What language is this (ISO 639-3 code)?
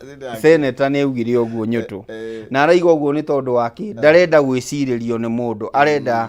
kik